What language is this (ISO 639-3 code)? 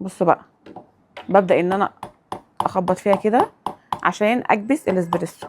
arz